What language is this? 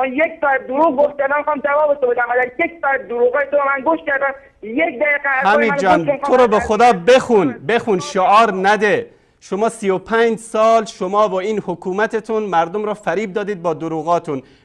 Persian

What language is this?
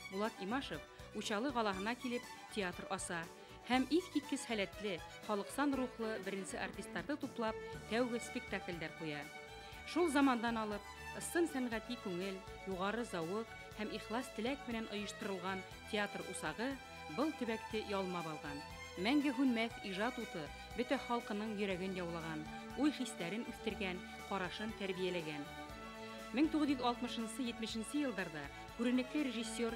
Bashkir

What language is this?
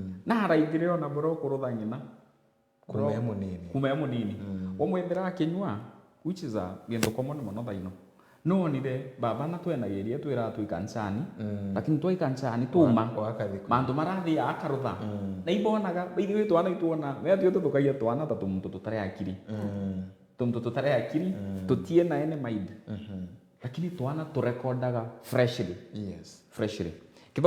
Meru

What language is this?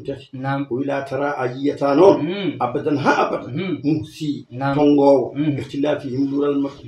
Fula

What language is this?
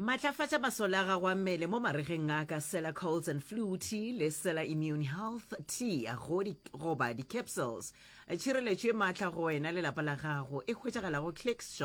Northern Sotho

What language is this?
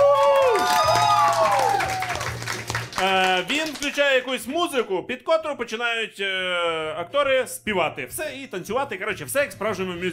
Ukrainian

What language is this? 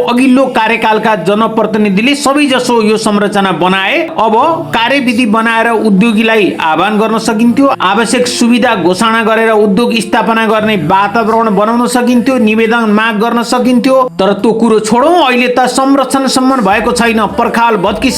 Nepali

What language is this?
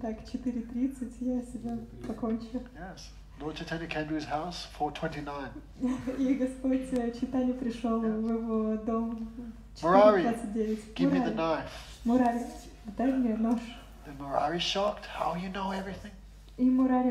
Russian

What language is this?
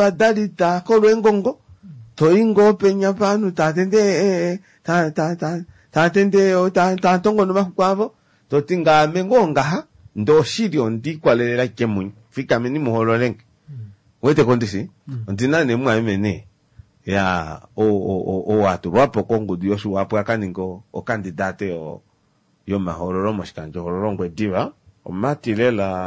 Kuanyama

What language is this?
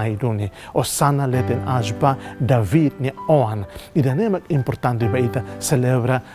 Tetum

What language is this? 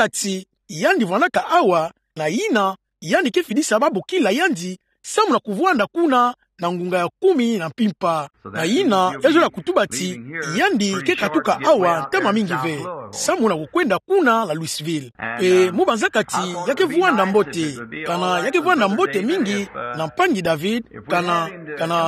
Kituba (Democratic Republic of Congo)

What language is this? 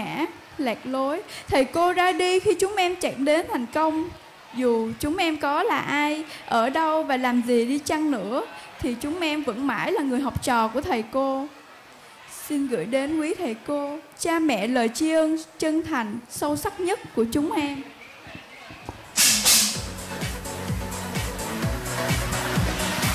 Vietnamese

